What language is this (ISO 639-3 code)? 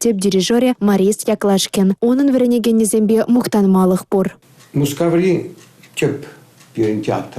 chv